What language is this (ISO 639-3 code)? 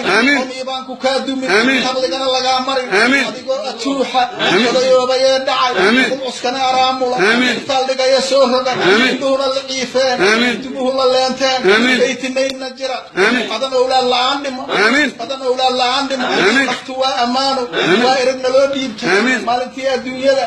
som